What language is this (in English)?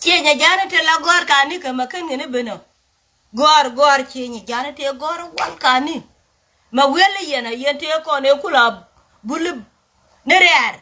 Nuer